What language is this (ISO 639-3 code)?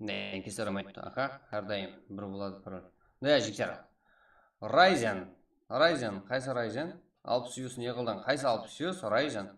kaa